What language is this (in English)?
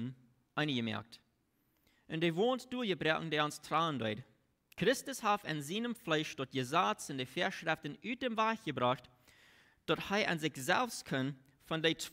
Plautdietsch